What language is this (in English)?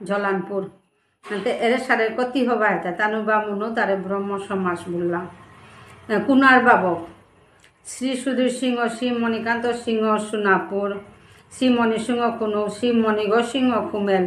Bishnupriya